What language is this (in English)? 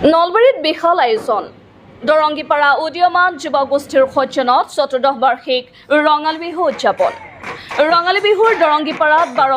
Assamese